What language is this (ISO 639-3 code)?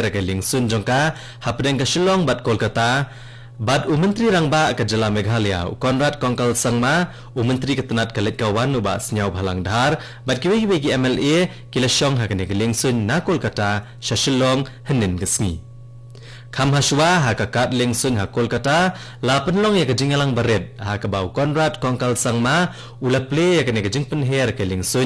kha